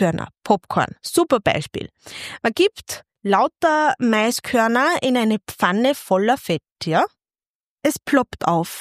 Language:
German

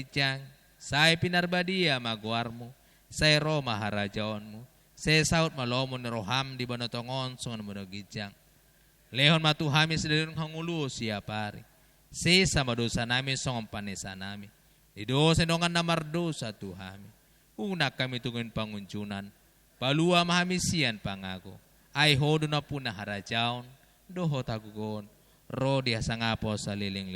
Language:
Batak Toba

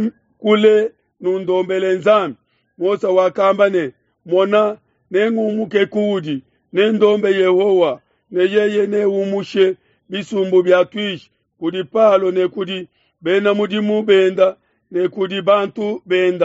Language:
Luba-Lulua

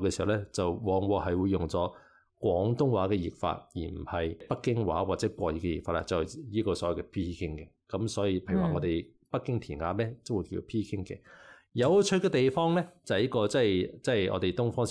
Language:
Cantonese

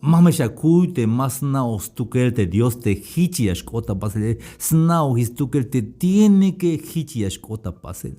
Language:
Tzeltal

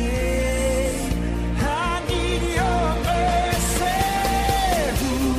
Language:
Estonian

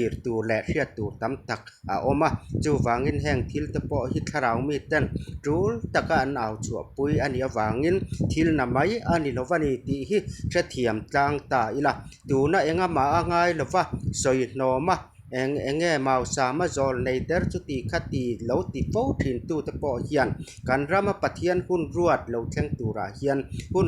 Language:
Mizo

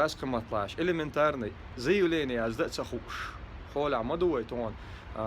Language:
Chechen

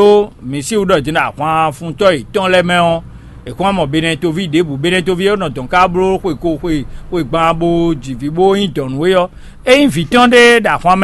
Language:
Fon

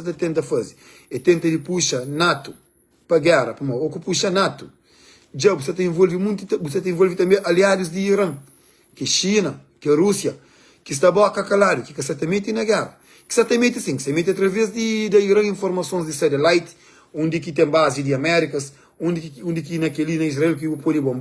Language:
Kabuverdianu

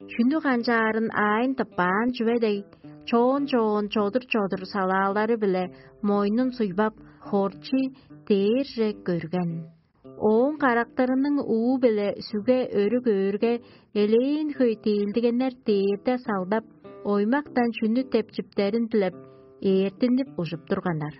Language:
Tuvinian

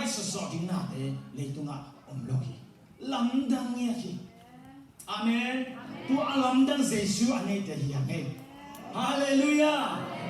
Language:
Tedim Chin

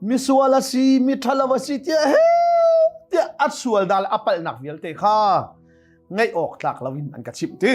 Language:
Hakha Chin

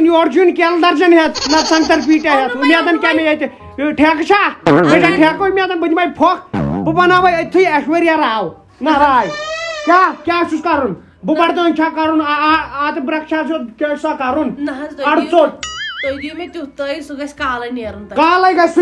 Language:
Kashmiri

